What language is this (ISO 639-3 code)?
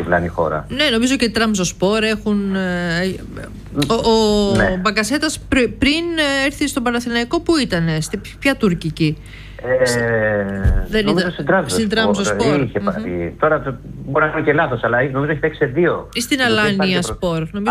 ell